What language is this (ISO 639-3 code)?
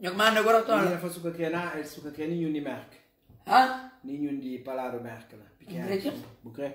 kea